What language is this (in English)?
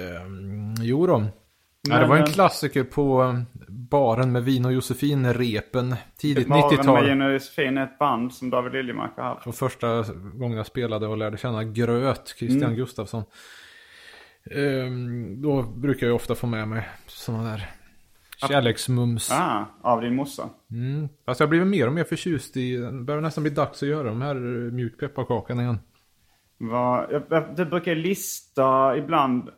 Swedish